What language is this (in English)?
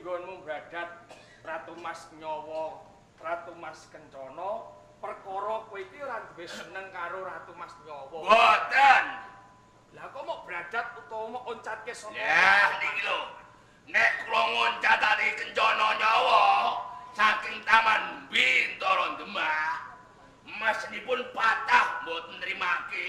Javanese